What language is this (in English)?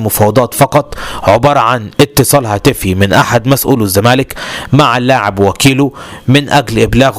Egyptian Arabic